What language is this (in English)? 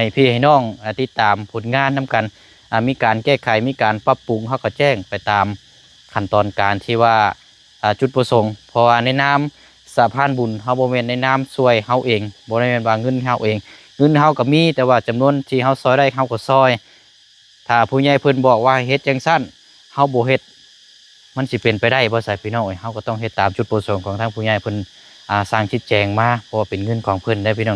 Lao